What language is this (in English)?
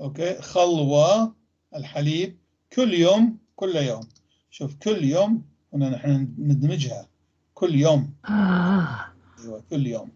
North Levantine Arabic